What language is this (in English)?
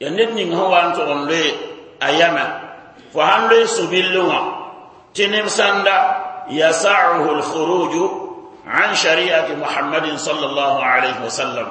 Mossi